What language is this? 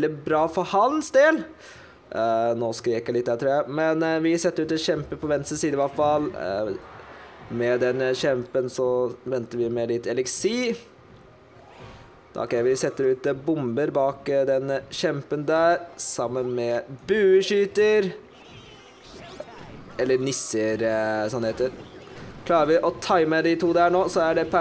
Norwegian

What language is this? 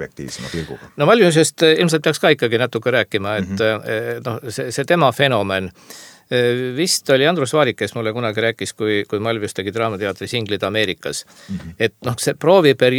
Estonian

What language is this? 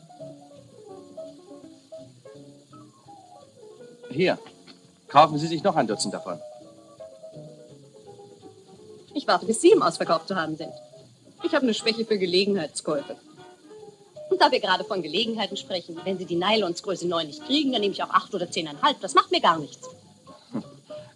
German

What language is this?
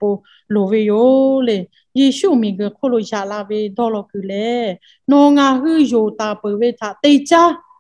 Lahu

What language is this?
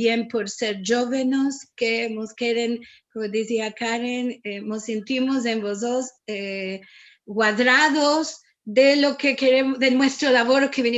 Ladino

